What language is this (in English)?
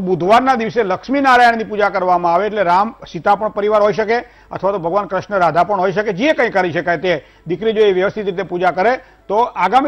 Gujarati